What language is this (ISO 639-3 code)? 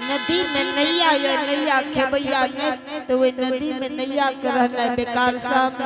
anp